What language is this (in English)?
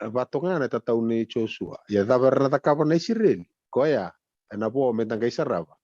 Fijian